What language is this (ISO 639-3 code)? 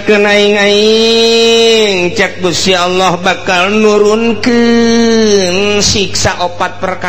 sun